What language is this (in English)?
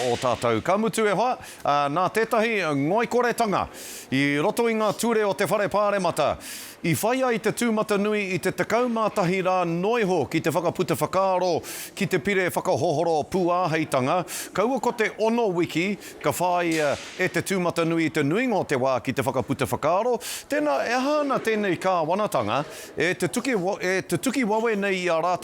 Māori